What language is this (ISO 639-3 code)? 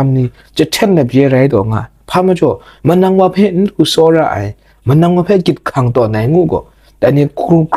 kac